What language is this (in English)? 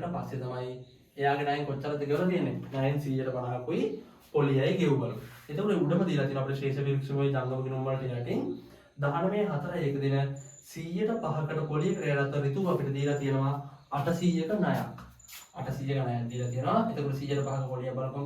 Sinhala